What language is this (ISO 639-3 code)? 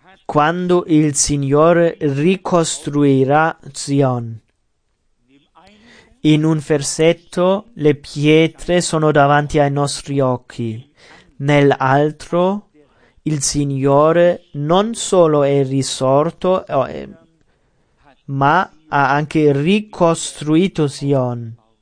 ita